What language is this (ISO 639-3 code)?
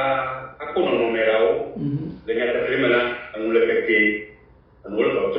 ewe